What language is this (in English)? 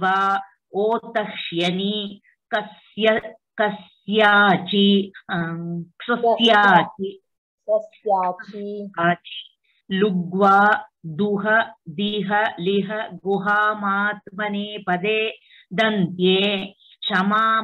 Sanskrit